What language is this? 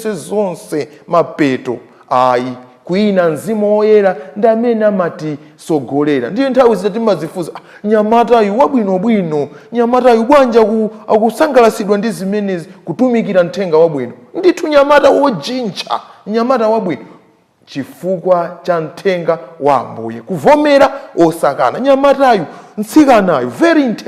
Nyanja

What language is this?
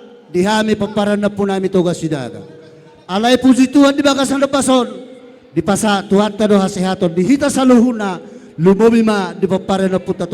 Batak Toba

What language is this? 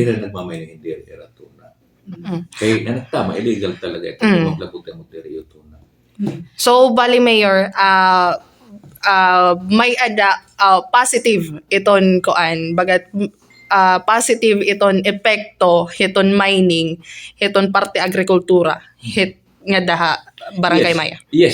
Waray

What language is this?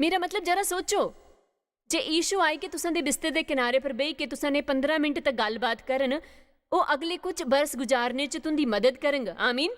Dogri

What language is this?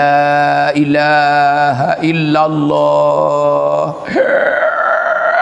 Pattani Malay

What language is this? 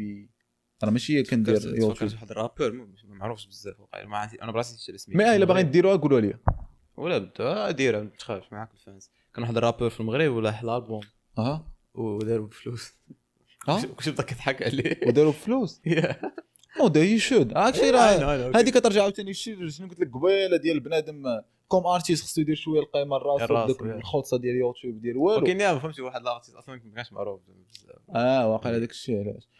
Moroccan Arabic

